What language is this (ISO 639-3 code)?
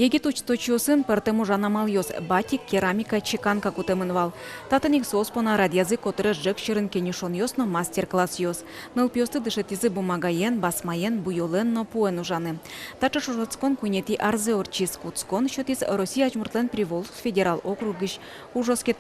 udm